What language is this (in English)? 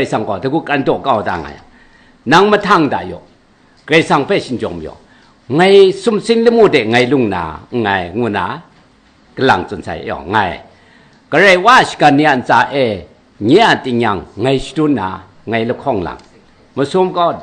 Kachin